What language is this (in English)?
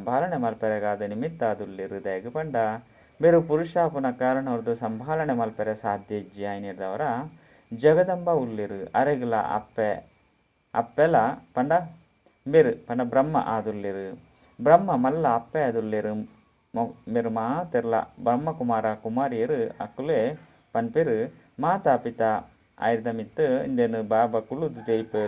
Tulu